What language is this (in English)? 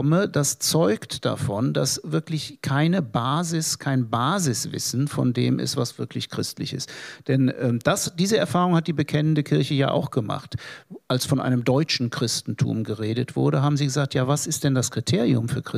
German